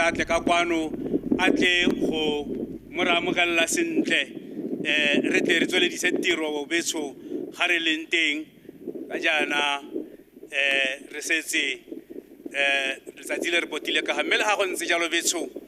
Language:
Tswana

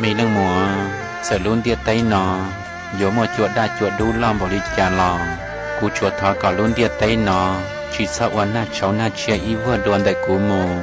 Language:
Hmong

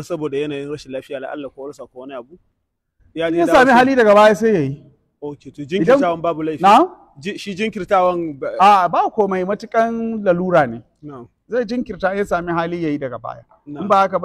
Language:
Hausa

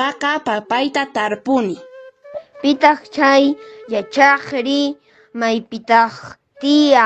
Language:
Quechua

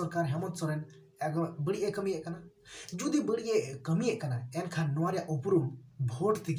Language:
Santali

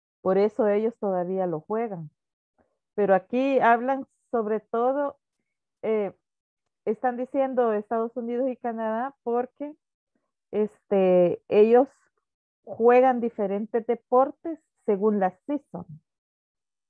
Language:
Spanish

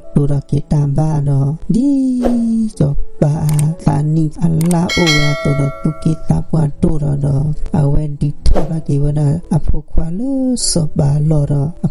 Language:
S'gaw Karen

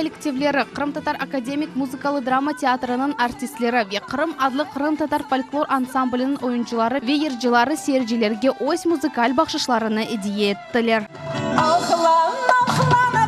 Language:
Crimean Tatar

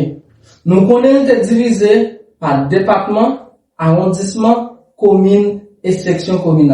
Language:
Haitian Creole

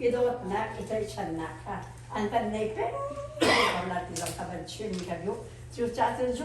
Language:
Hakha Chin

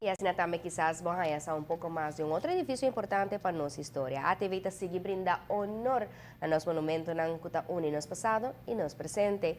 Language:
Papiamento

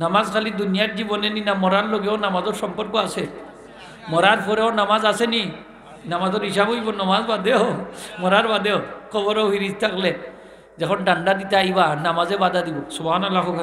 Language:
Sylheti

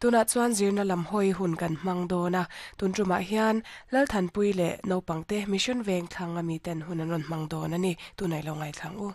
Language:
Mizo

